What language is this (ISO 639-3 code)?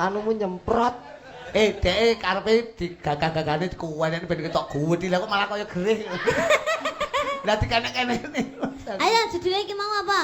jav